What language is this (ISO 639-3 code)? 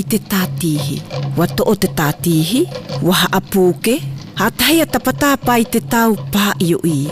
mqm